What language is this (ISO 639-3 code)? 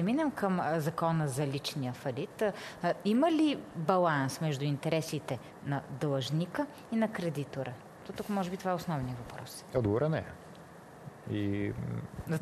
bul